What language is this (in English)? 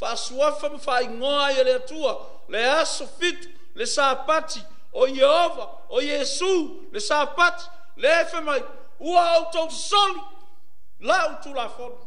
Samoan